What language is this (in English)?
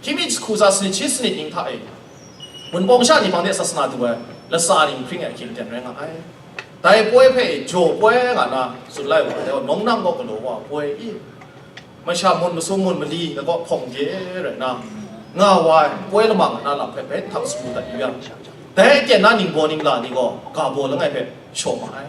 Kachin